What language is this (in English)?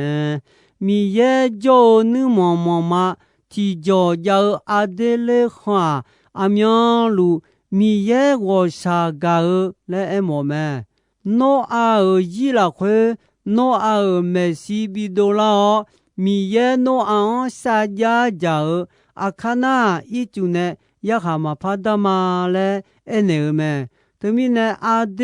Akha